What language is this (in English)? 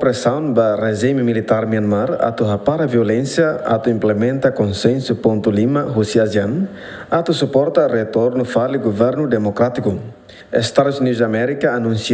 Tetum